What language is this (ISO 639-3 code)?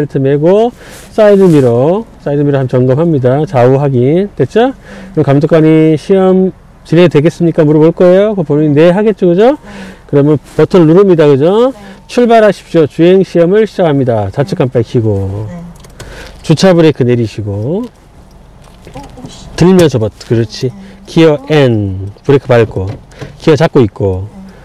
kor